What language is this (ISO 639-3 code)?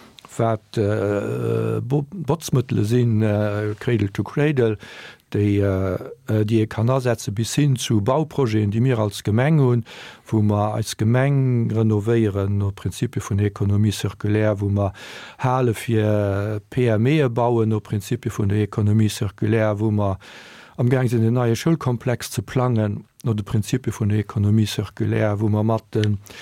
ltz